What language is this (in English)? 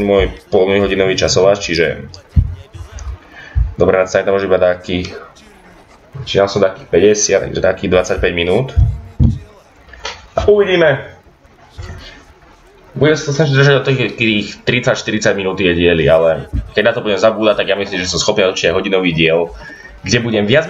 Slovak